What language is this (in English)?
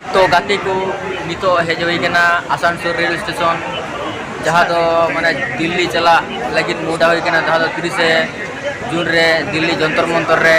Santali